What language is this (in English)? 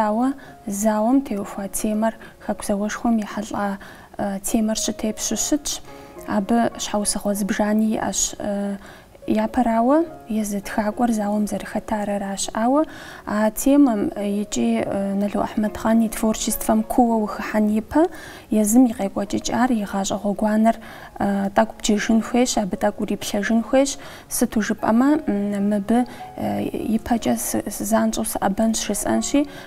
Kabardian